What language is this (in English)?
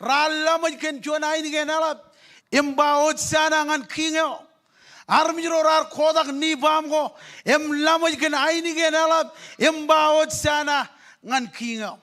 Marshallese